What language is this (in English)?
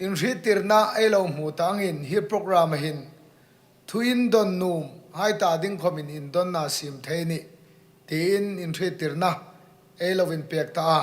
Hmar